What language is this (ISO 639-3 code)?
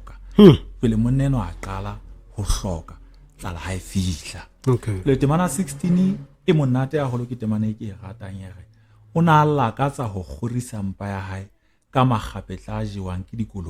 sot